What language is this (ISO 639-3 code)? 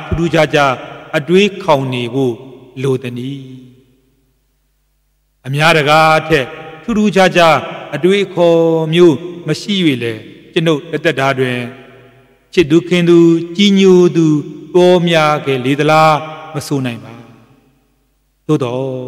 mya